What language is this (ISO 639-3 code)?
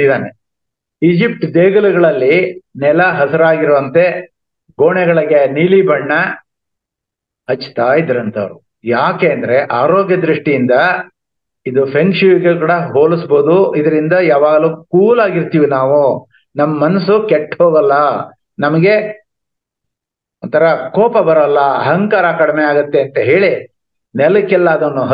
kan